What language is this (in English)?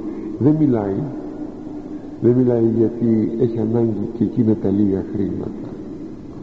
Greek